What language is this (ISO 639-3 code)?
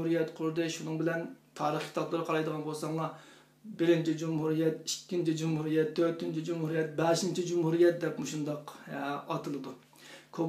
uig